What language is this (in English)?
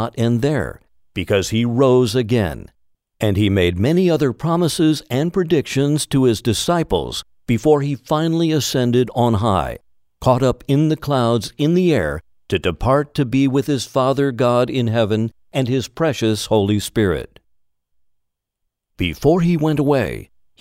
English